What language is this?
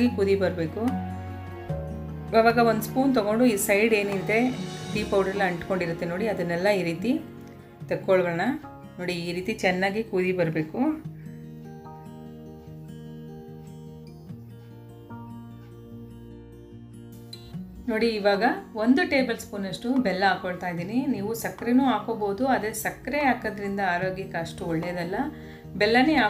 Kannada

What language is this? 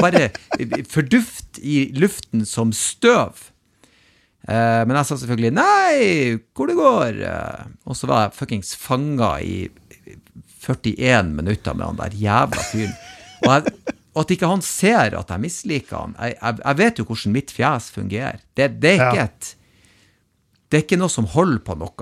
Norwegian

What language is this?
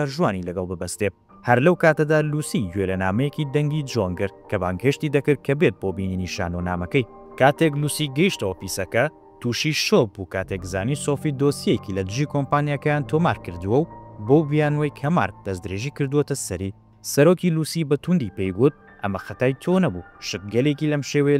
Central Kurdish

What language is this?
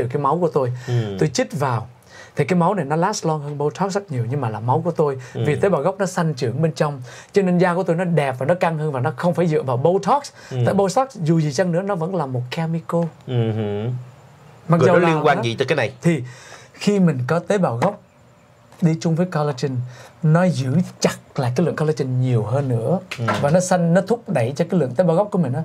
Vietnamese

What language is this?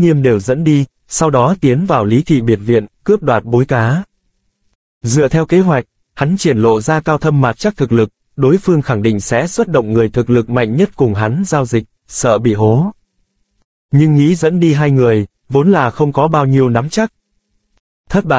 Vietnamese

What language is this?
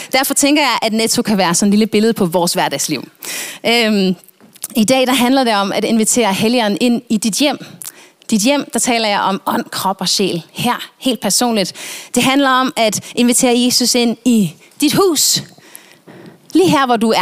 Danish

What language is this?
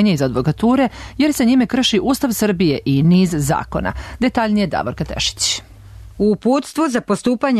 Serbian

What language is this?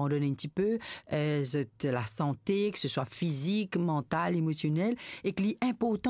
Morisyen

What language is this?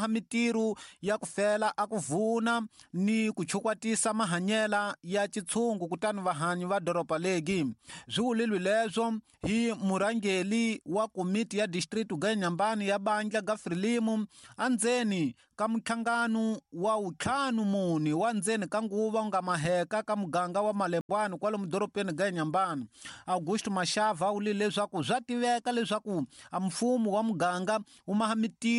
Tsonga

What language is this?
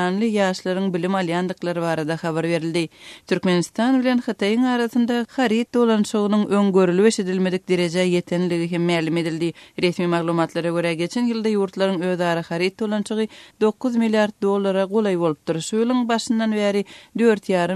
Turkmen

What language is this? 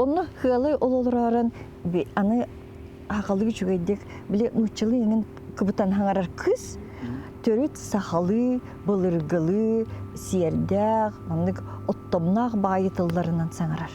Yakut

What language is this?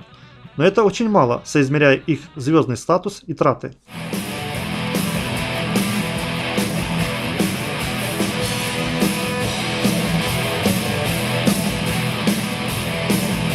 Russian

